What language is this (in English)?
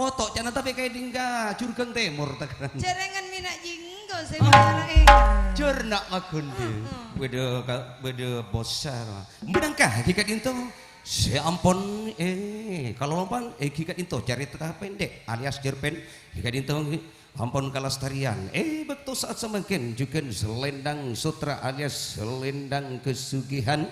Madurese